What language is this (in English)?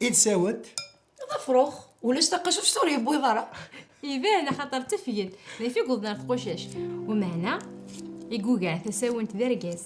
Kabyle